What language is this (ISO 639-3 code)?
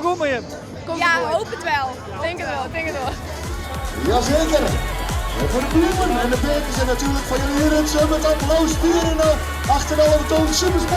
fry